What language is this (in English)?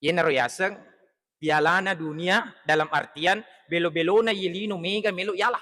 Buginese